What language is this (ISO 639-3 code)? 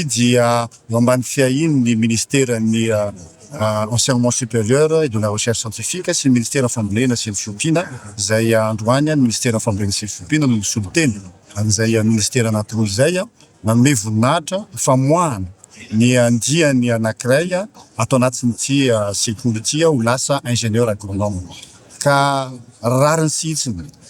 mlg